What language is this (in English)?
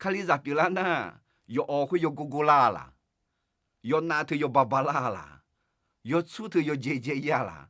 Akha